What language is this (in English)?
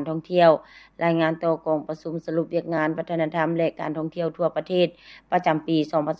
Lao